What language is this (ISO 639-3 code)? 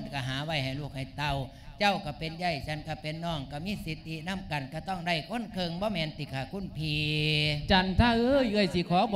lao